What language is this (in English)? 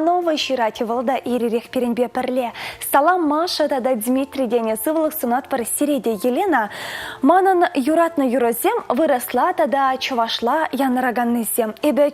Chuvash